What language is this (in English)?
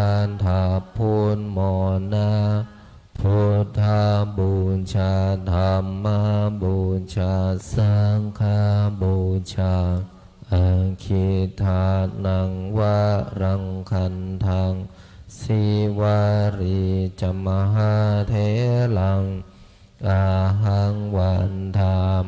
Pali